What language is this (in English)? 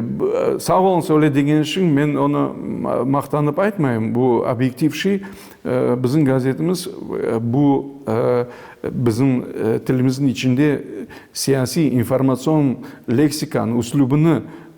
Crimean Tatar